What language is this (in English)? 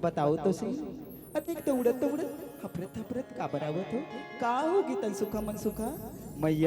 Chhattisgarhi